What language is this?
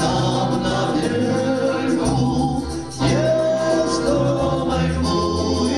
Silesian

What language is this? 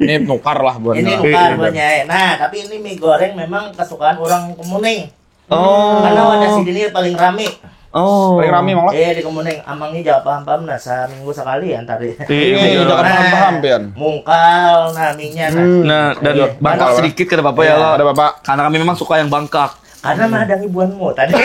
Banjar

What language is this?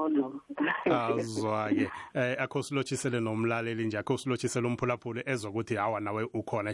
South Ndebele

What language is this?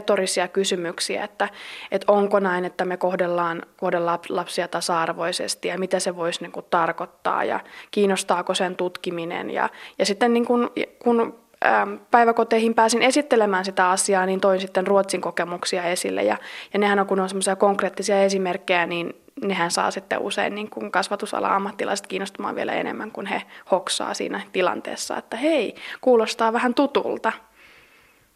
Finnish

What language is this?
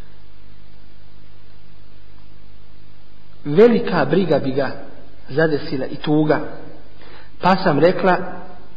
Bosnian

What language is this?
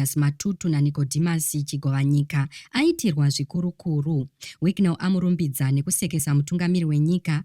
Shona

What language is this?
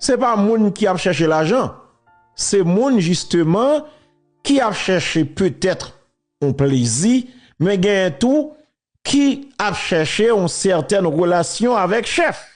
Haitian Creole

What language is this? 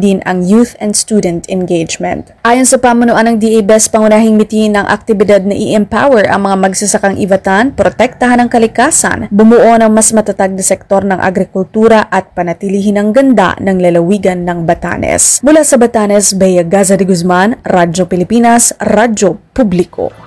Filipino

